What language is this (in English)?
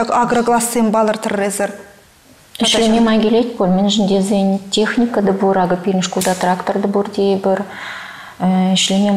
Chuvash